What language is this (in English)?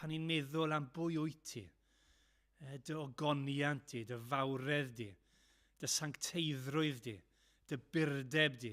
Welsh